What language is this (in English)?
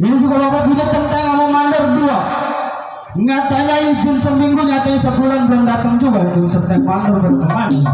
Betawi